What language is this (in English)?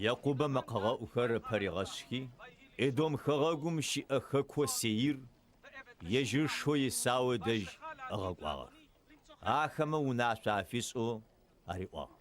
Adyghe